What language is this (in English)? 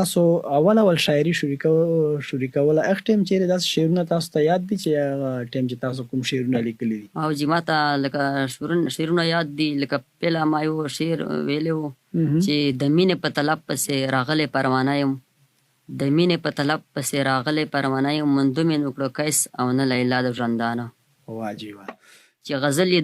Pashto